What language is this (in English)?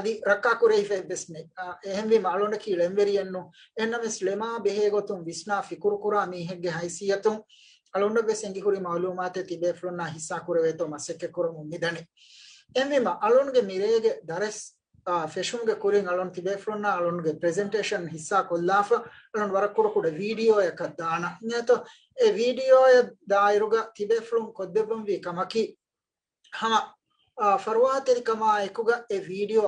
Divehi